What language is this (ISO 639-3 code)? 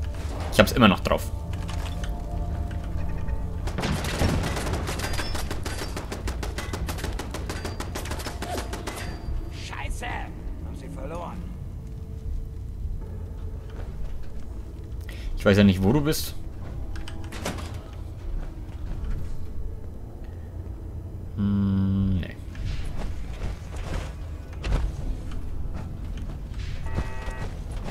deu